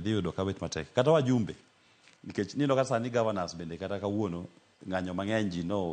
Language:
Luo (Kenya and Tanzania)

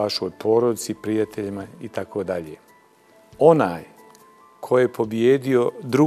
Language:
Bosnian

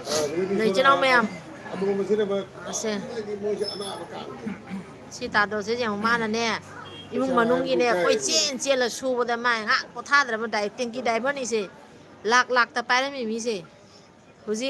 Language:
Manipuri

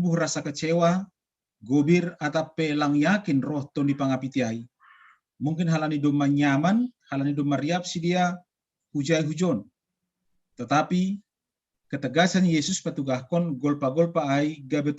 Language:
Batak Simalungun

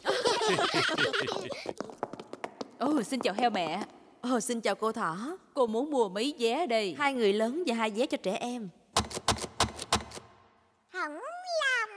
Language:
Vietnamese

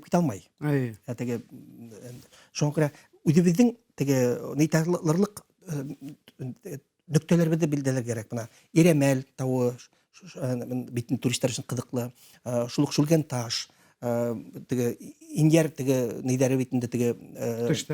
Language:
Bashkir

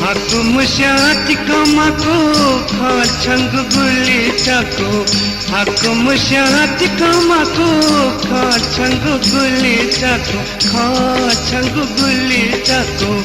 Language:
Newari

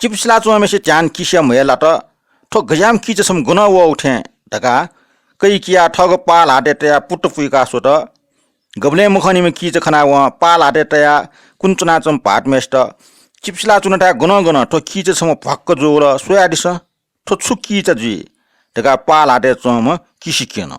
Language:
Newari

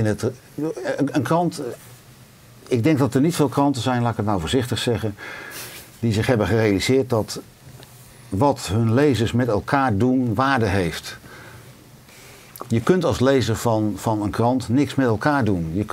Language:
Dutch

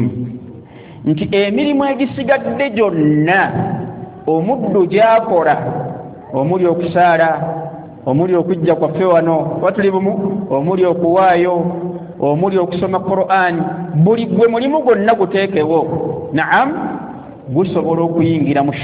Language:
Ganda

